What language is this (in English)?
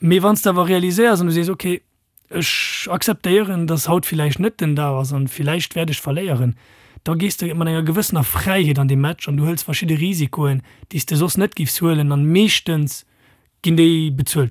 Luxembourgish